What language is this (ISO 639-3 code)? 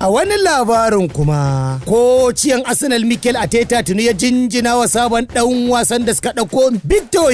hau